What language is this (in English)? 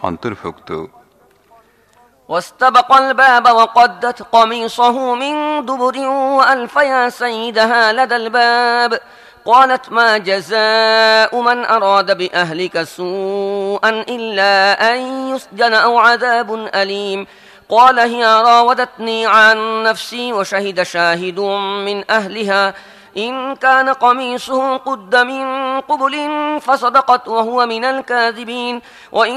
Bangla